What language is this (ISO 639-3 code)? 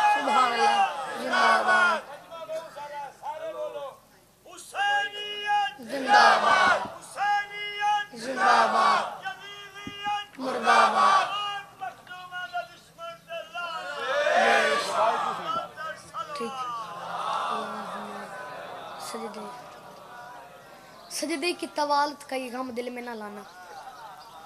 urd